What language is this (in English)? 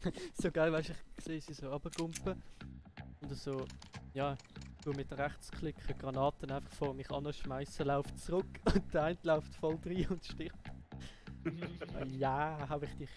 Swiss German